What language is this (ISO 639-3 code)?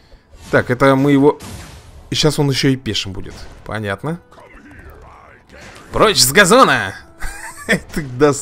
rus